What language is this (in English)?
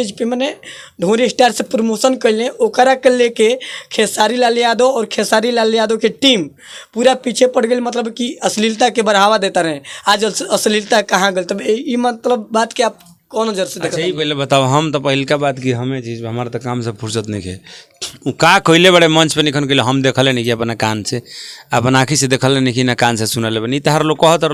Bhojpuri